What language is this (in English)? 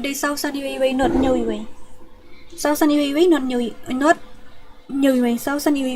Khasi